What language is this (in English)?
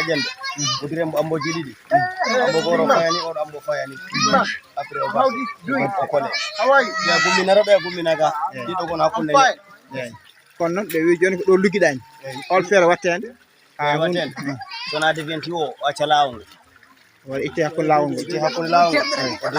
Fula